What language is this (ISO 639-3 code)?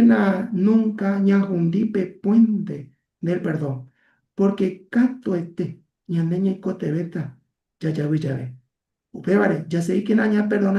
grn